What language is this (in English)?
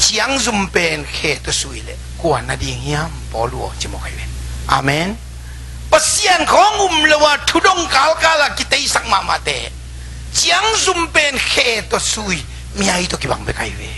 Tedim Chin